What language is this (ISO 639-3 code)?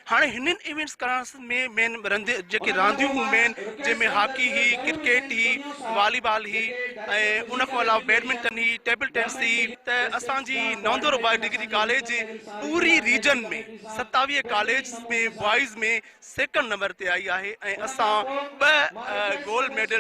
snd